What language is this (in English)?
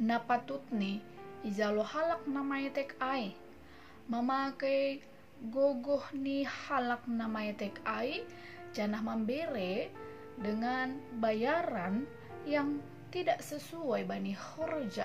Batak Simalungun